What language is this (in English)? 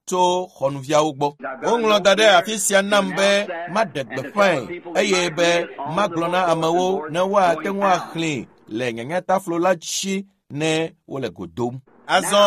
Ewe